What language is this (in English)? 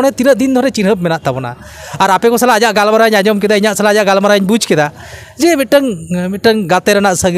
Santali